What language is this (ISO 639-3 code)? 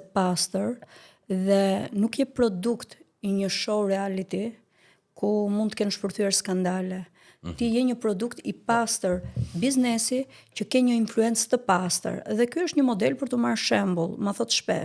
sqi